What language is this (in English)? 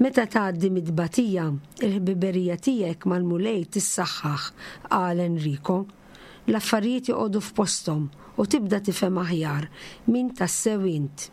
Maltese